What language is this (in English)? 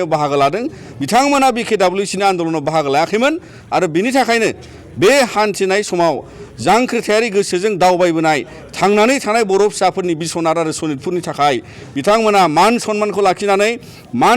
Bodo